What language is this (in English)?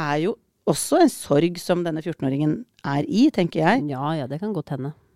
Norwegian